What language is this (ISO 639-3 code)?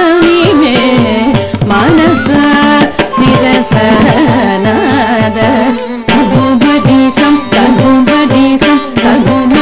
tel